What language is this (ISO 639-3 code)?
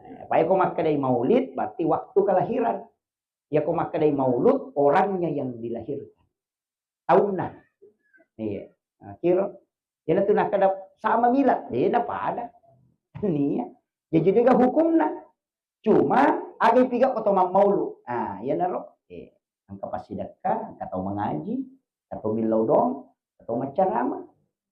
bug